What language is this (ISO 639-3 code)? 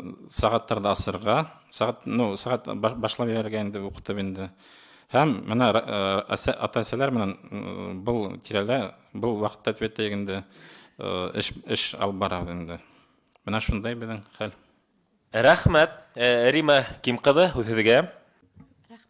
bak